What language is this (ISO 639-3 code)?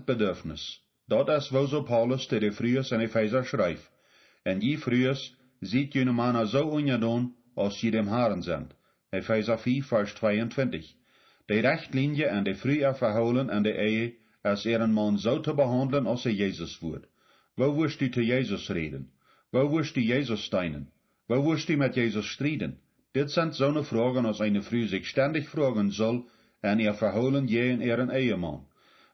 pdt